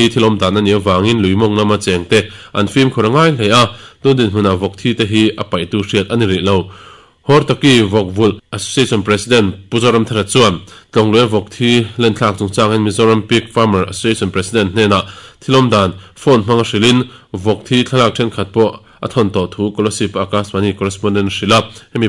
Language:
Mizo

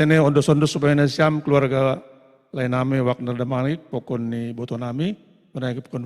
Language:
Batak Simalungun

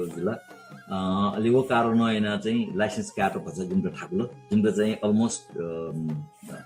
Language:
Newari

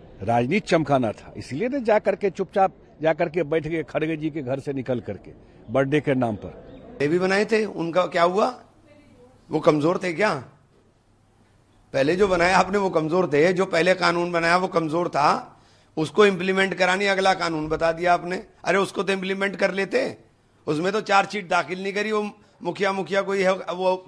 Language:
Hindi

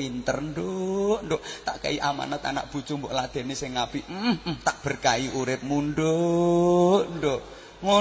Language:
Javanese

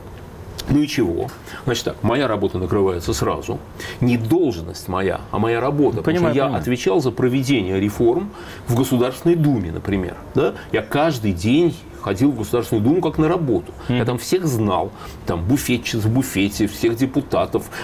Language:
Russian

